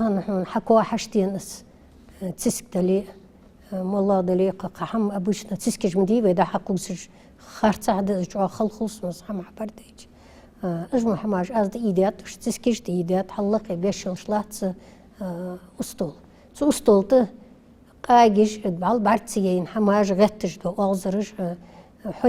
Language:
Ingush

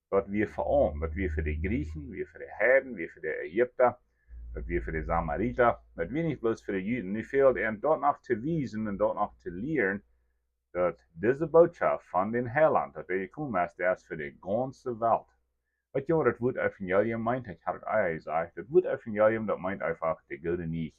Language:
Plautdietsch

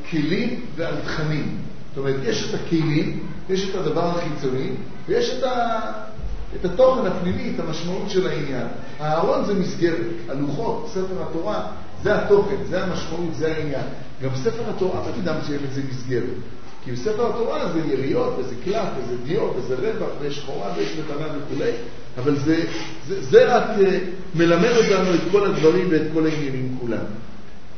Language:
Hebrew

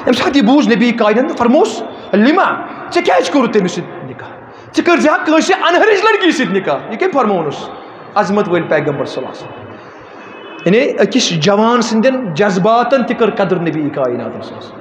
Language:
Kashmiri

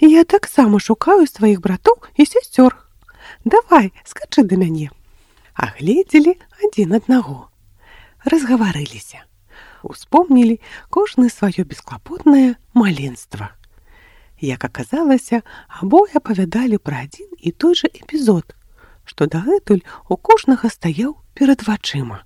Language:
Belarusian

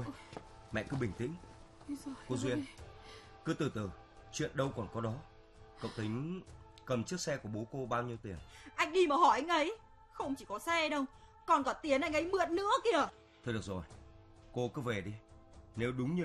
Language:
Vietnamese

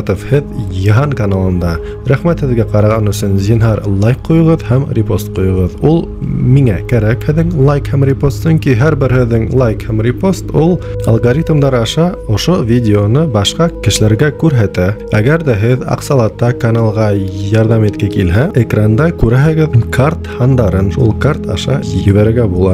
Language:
Bashkir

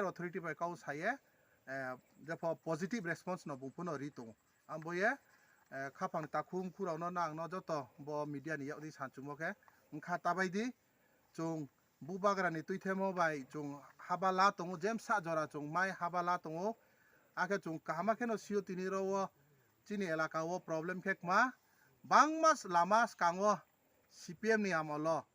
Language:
Riang (India)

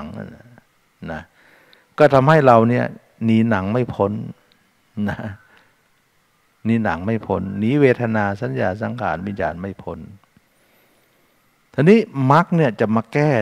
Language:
Thai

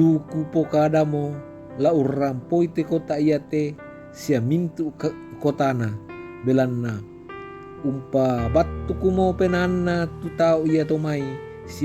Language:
Toraja-Sa'dan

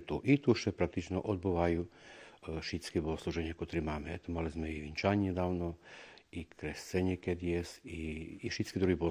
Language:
Rusyn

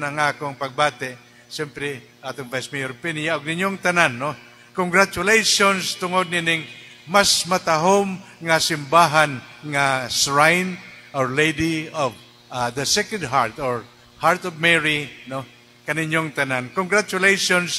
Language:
Cebuano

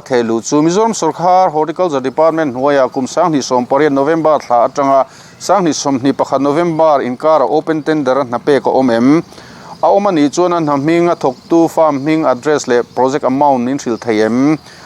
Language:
Mizo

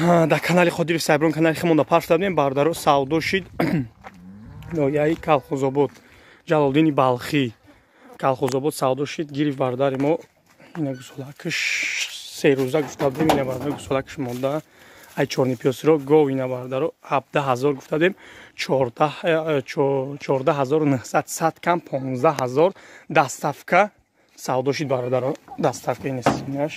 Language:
Tajik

